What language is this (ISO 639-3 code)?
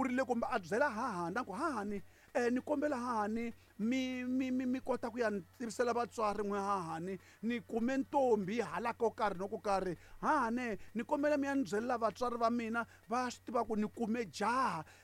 tso